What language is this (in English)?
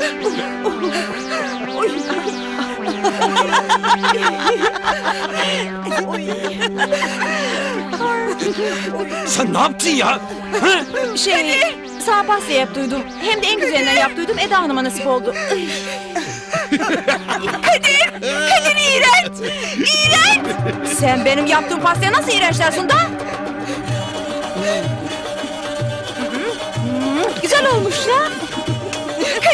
Turkish